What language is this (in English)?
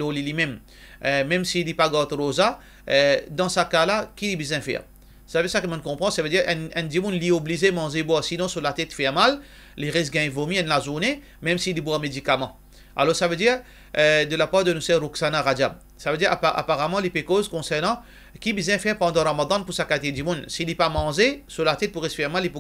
Morisyen